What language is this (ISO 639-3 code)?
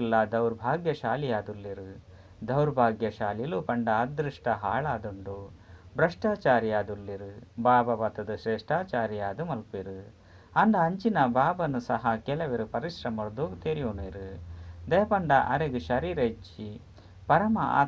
tcy